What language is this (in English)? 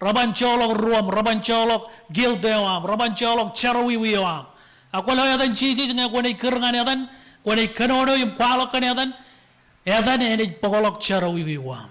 Marshallese